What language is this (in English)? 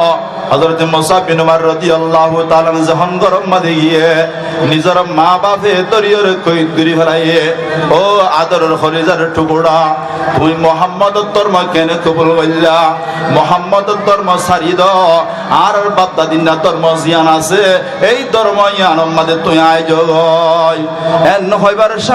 Rohingya